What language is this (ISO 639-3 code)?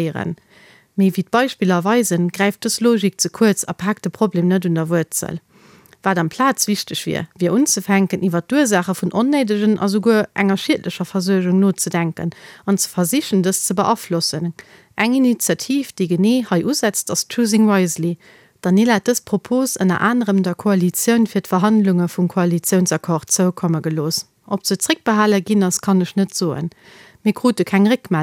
ltz